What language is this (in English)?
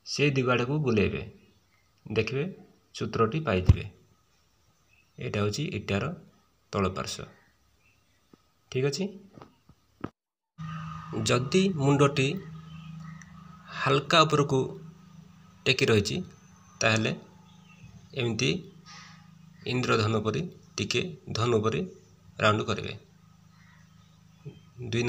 Odia